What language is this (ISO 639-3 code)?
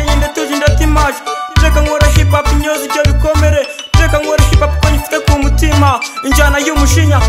kin